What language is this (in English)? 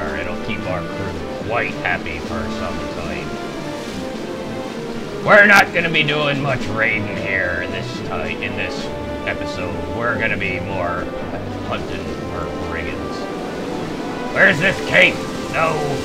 English